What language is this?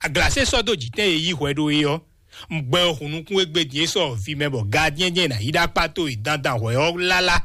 Fon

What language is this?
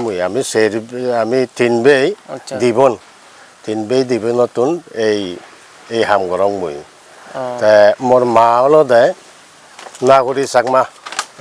Chakma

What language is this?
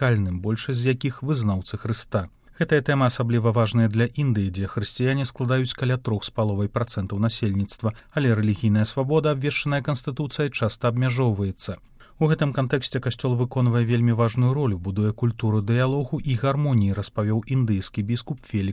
Belarusian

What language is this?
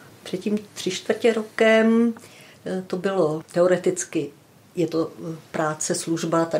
Czech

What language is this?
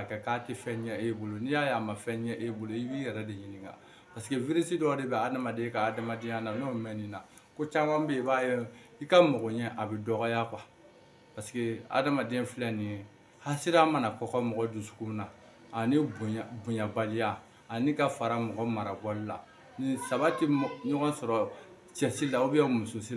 Bambara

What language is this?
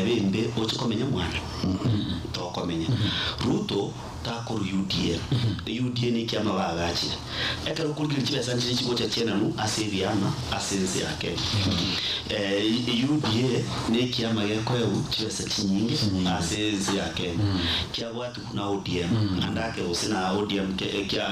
Gusii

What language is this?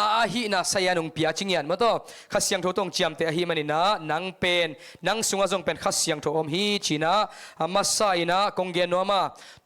Tedim Chin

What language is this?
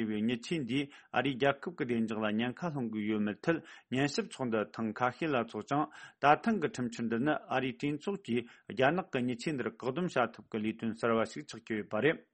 Tibetan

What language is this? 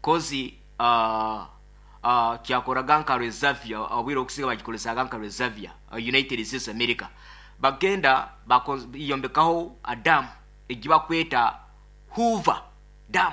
Nyoro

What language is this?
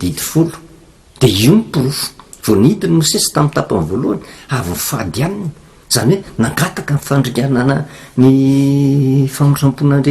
Malagasy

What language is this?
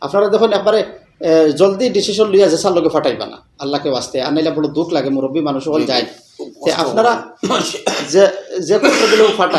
Sylheti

